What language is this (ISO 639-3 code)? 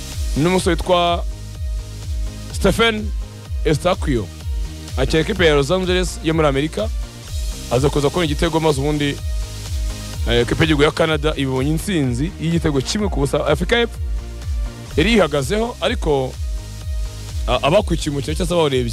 kin